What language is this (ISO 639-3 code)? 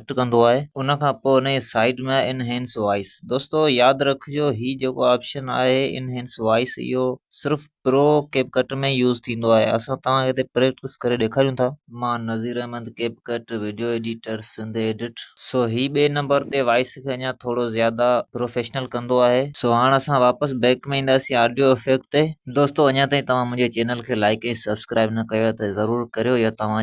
snd